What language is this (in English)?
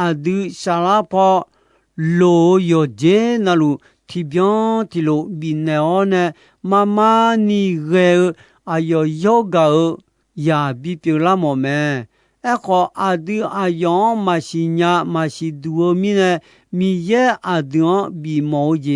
Akha